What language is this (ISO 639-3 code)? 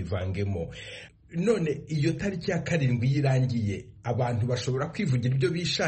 kin